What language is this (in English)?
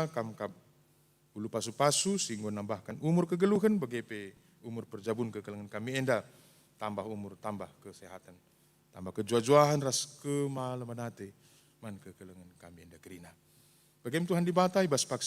Batak Karo